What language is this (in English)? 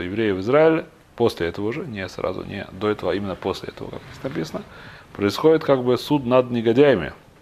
Russian